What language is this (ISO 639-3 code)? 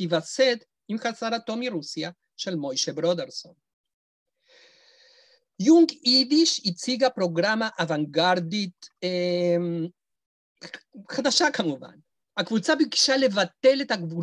heb